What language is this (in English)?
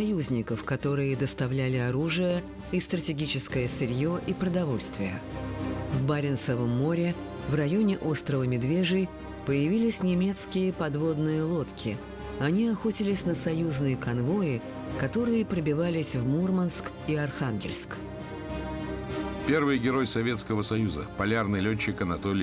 Russian